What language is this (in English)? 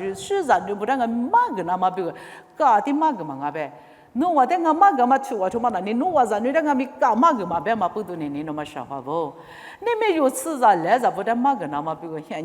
Lisu